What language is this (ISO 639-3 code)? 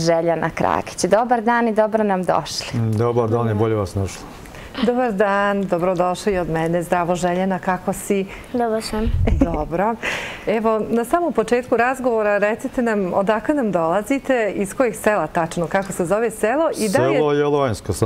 bos